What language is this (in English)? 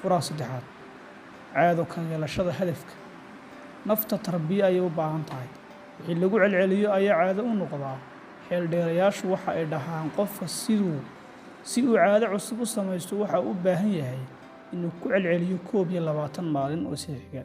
Somali